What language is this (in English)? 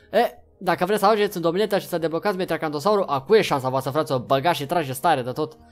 Romanian